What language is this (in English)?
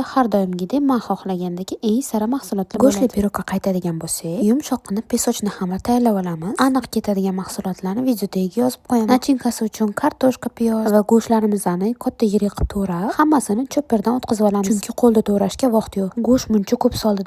Uzbek